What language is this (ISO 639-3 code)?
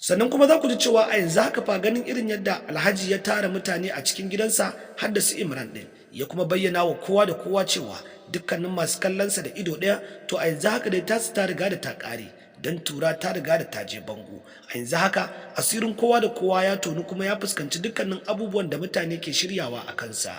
hau